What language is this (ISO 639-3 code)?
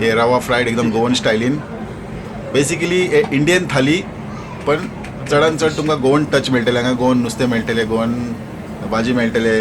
kok